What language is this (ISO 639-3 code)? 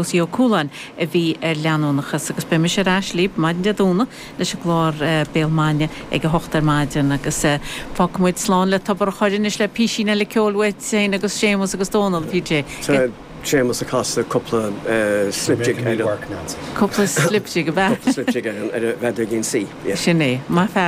gle